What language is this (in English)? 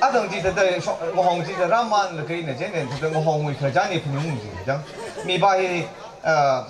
Tangkhul Naga (India)